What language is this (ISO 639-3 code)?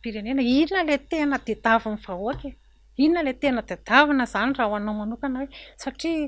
mlg